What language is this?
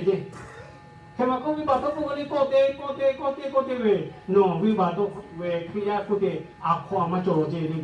Lahu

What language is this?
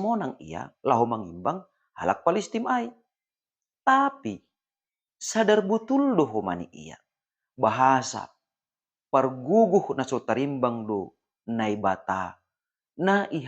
Batak Simalungun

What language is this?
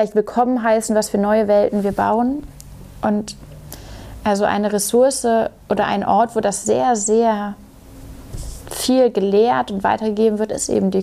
German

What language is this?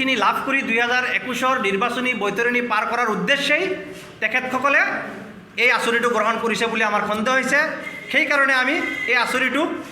Assamese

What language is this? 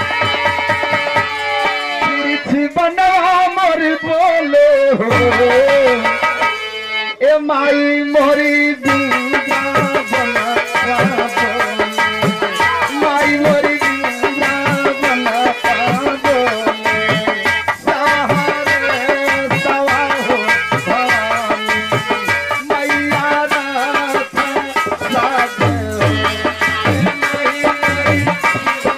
Bhojpuri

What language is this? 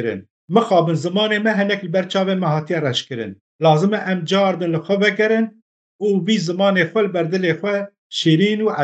Kurdish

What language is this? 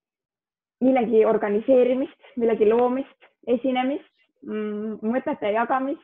Estonian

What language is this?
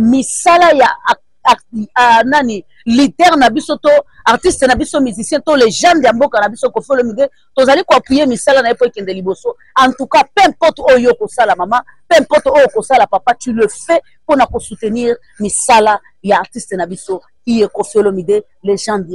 Lingala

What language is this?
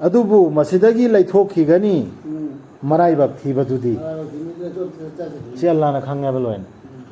Manipuri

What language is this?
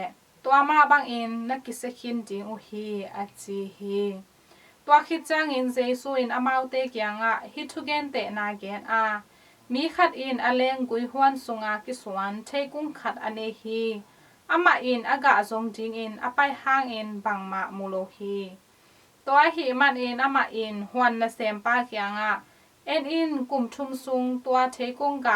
Tedim Chin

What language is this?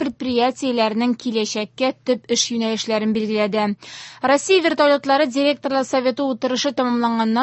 Tatar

